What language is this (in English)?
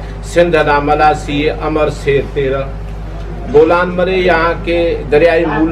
Brahui